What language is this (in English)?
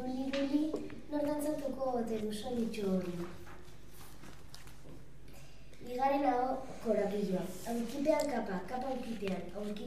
Basque